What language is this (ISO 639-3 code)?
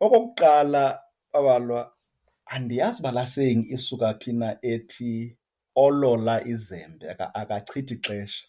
xho